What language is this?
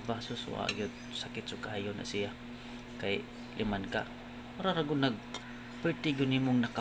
Cebuano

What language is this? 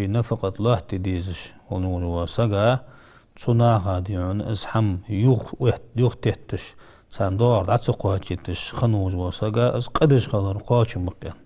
Ingush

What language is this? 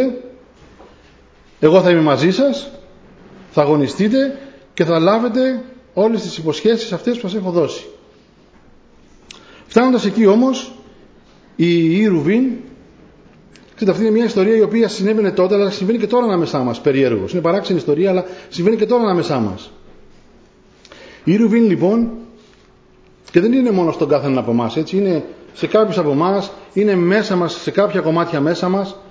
Greek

